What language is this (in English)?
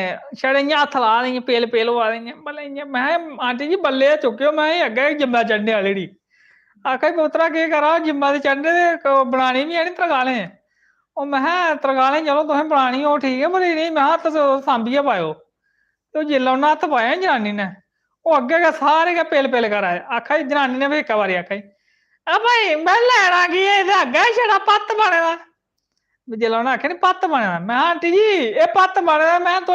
Dogri